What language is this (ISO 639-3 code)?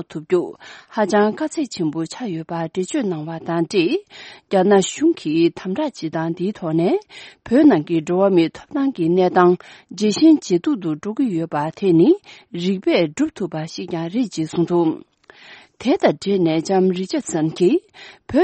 bod